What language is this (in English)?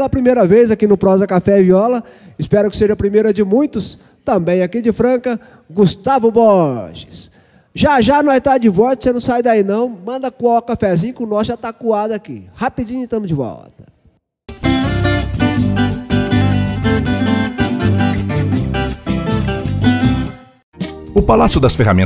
Portuguese